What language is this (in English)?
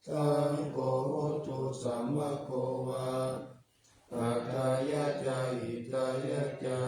Pali